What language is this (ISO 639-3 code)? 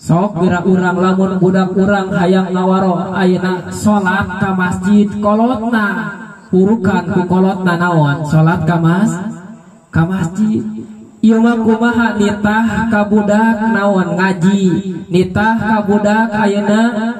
sun